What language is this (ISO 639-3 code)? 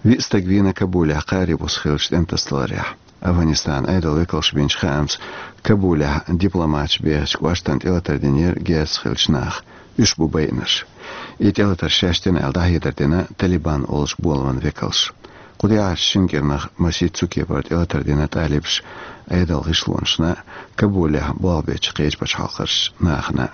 che